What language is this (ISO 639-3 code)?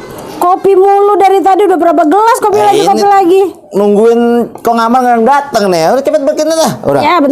bew